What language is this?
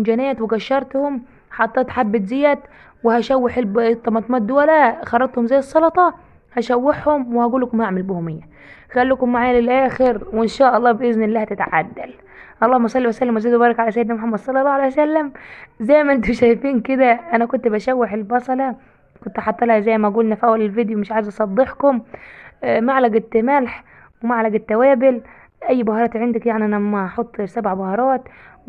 Egyptian Arabic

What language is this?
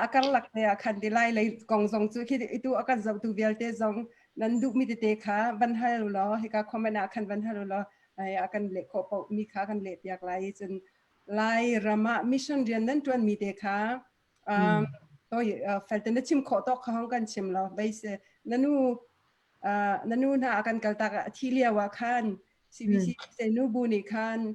Hakha Chin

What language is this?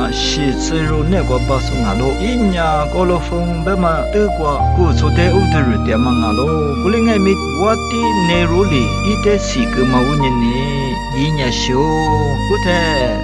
Lisu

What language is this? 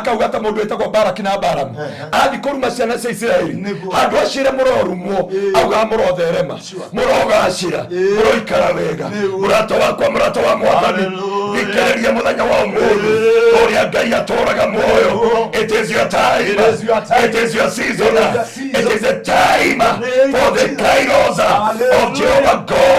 Kikuyu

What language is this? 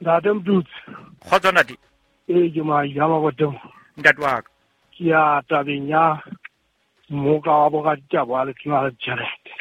Southern Sotho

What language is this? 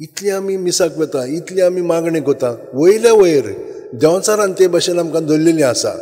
Konkani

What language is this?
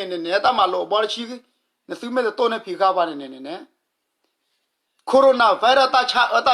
S'gaw Karen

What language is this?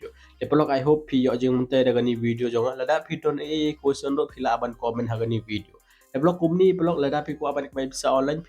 Khasi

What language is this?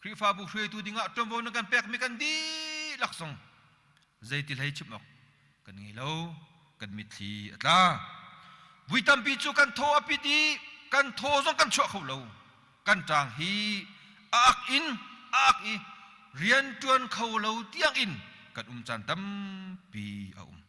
Hakha Chin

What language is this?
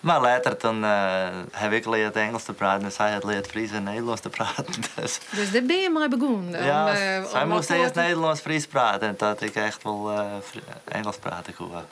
Western Frisian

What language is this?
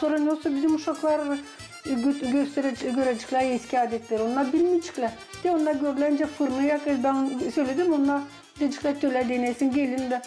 Gagauz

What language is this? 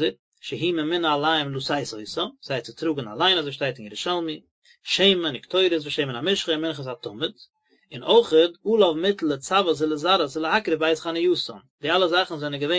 Yiddish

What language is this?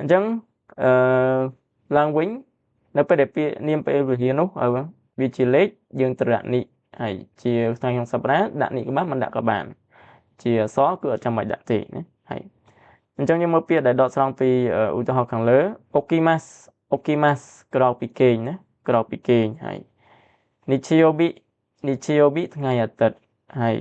Khmer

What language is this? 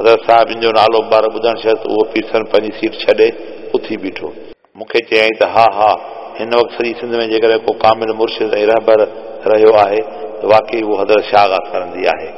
Sindhi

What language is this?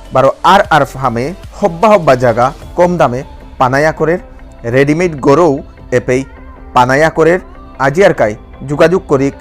Bishnupriya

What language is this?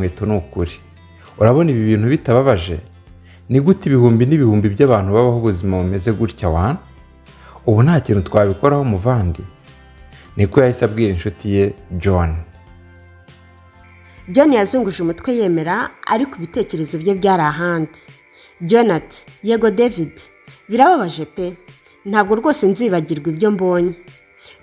Kinyarwanda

